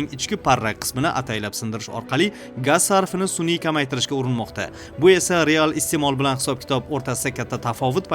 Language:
Uzbek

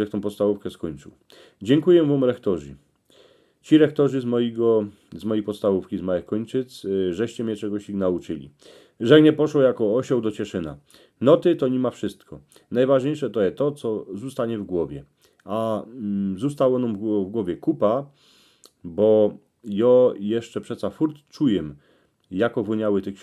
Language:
Silesian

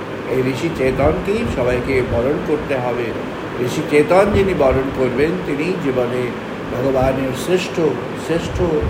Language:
Bangla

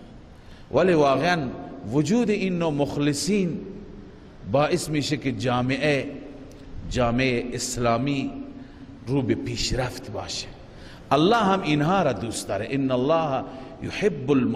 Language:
Persian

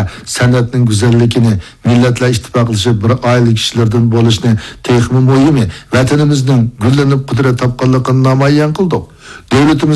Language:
Uyghur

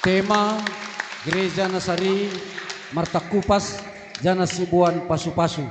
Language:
Batak Simalungun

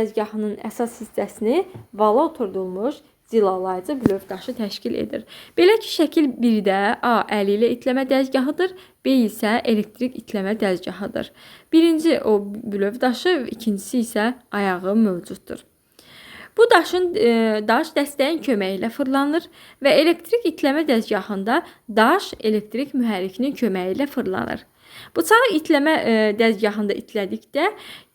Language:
Azerbaijani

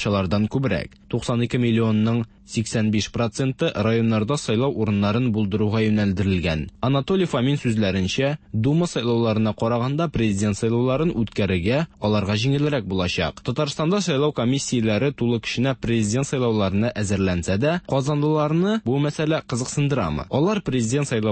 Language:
Tatar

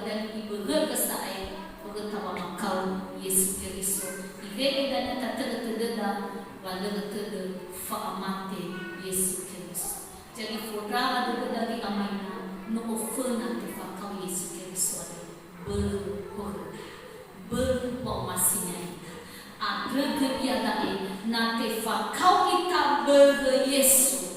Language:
Nias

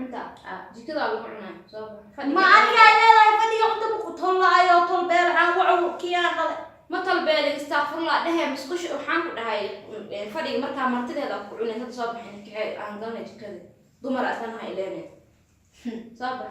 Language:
Somali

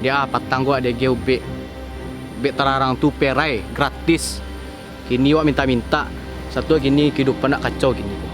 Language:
Minangkabau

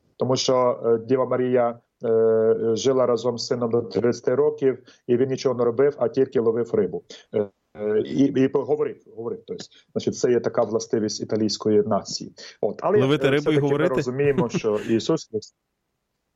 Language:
Ukrainian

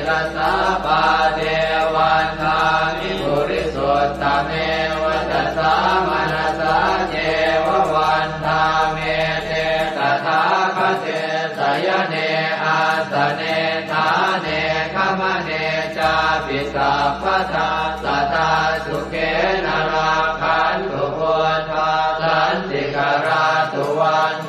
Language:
Pali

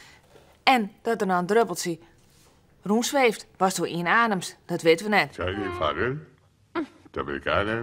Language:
Western Frisian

